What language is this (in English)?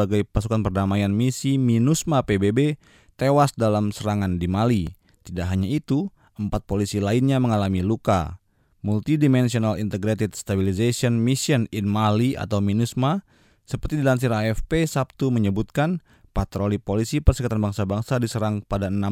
Indonesian